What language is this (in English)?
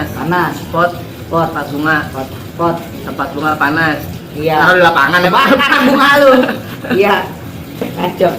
Betawi